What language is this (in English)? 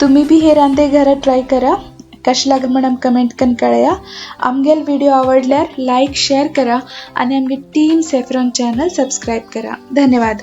Konkani